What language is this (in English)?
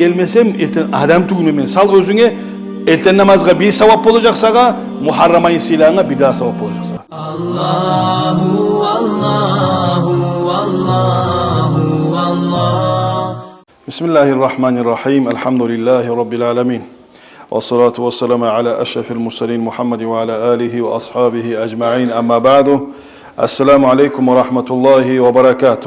Kumyk